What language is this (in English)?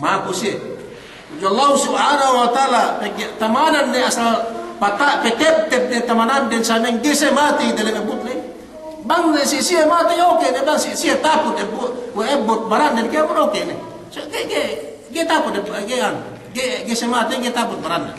Yakan